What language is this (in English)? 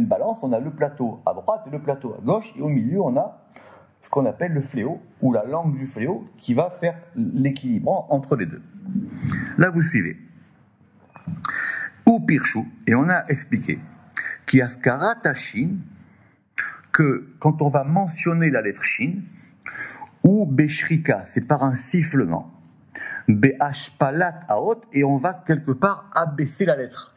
French